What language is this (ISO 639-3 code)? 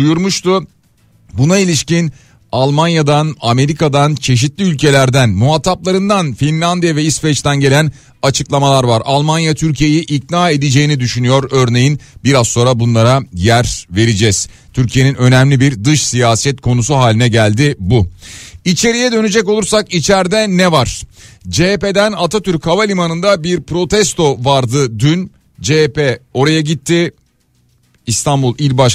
tur